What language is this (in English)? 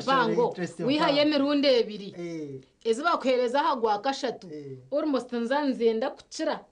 Nyankole